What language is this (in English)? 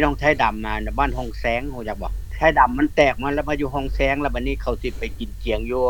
Lao